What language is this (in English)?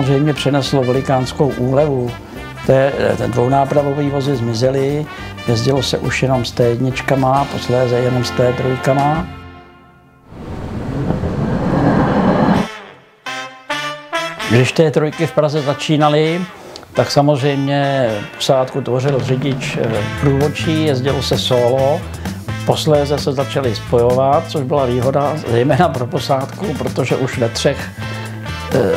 Czech